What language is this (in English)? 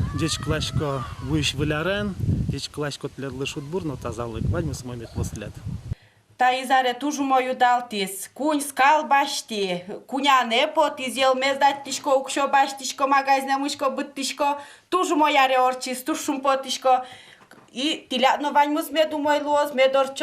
Udmurt